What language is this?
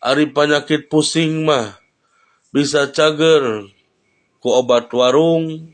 Sundanese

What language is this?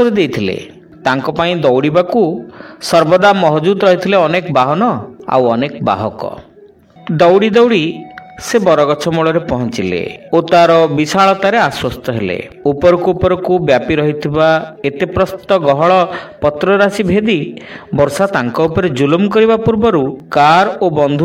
Odia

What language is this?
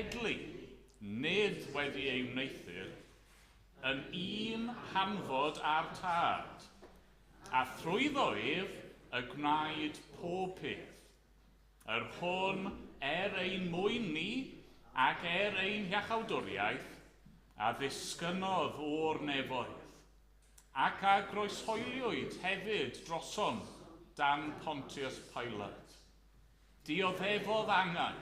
Welsh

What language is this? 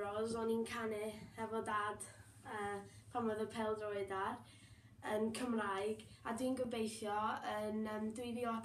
Welsh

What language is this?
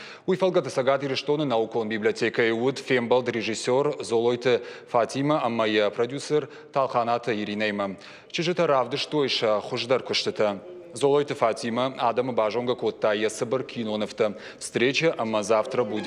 Ossetic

